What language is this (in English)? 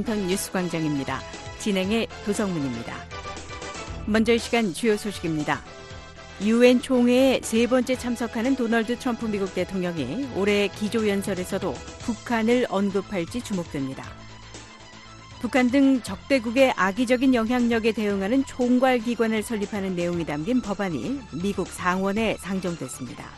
Korean